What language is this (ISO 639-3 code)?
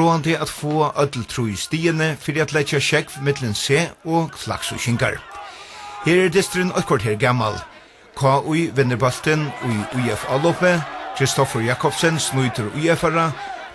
fao